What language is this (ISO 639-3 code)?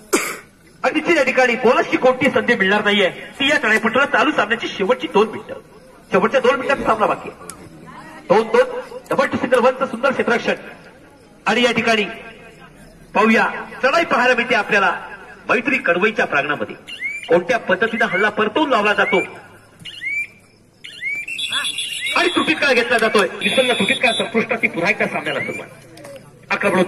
mar